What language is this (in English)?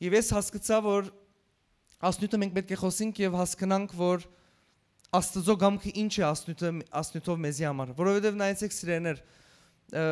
Western Armenian